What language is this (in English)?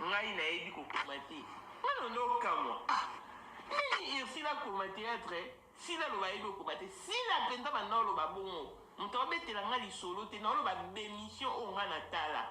Lingala